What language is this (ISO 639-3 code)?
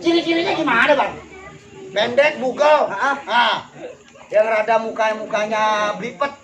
bew